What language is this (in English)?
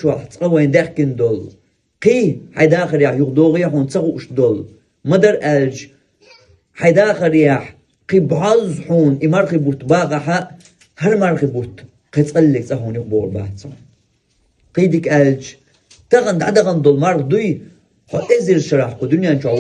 Chechen